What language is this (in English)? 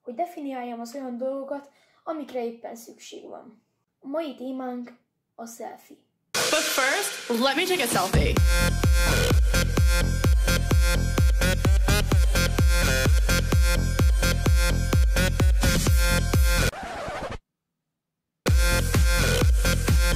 Hungarian